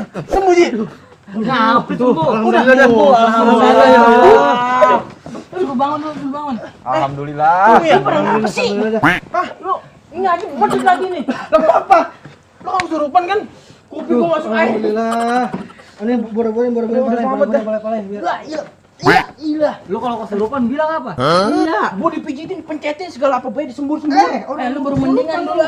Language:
Betawi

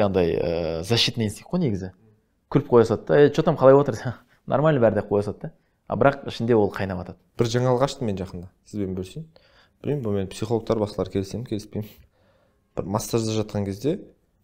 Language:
Kazakh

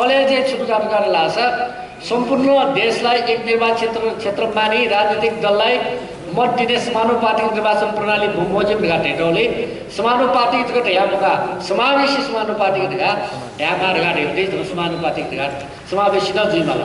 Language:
Newari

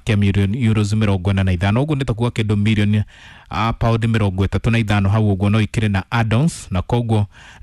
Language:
Kikuyu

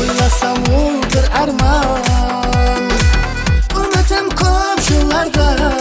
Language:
Kara-Kalpak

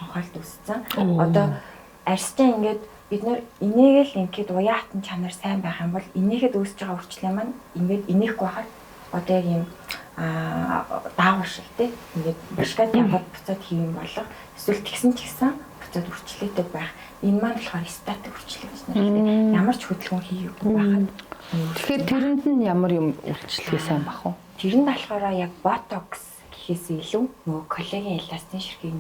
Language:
Mongolian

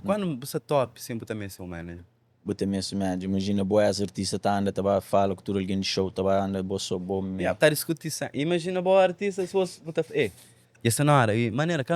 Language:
Kabuverdianu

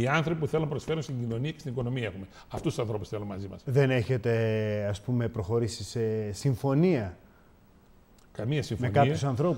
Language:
Greek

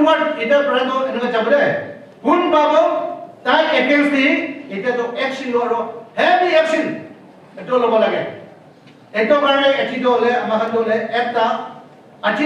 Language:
Naga Pidgin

